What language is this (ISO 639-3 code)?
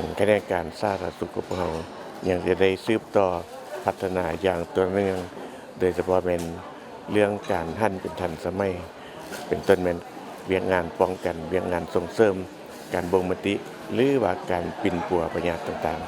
lao